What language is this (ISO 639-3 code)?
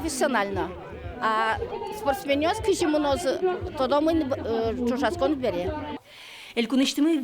udm